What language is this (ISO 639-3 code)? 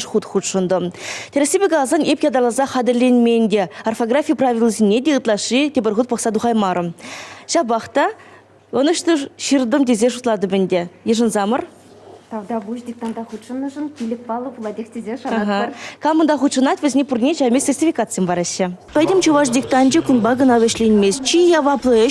chv